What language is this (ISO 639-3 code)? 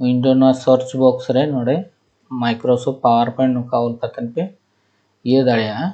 sat